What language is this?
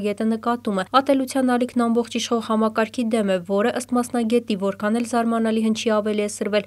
Armenian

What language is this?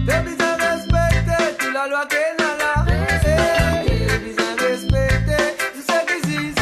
Morisyen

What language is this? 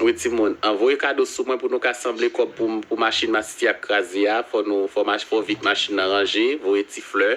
Haitian Creole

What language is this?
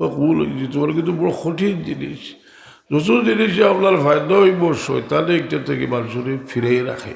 Sylheti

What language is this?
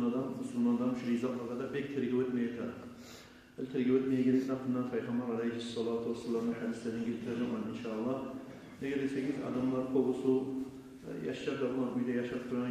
Kumyk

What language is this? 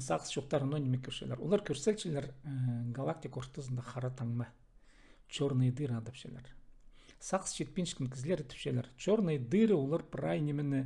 Khakas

